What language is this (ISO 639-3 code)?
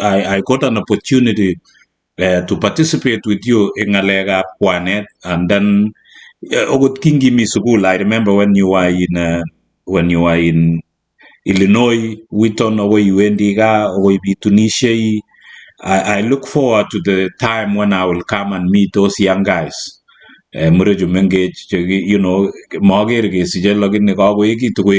kln